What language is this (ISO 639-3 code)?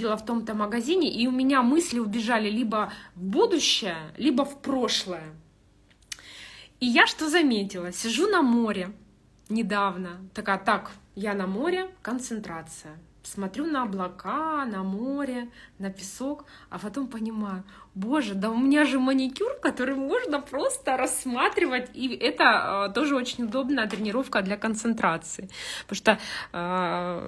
rus